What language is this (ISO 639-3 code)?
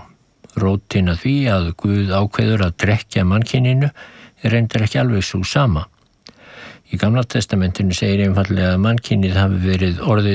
isl